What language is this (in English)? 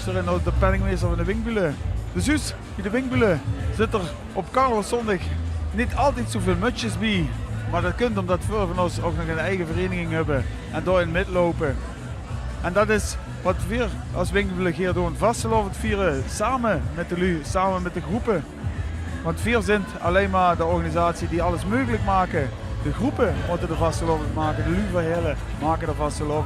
Limburgish